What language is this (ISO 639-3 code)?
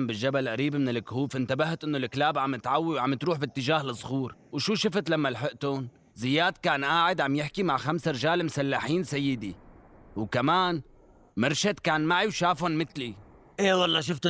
apc